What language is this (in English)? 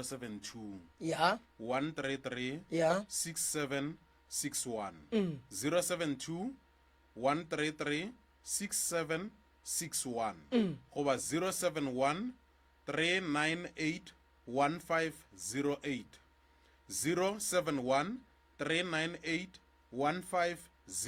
Northern Sotho